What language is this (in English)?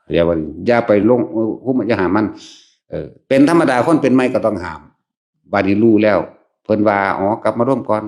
Northeastern Thai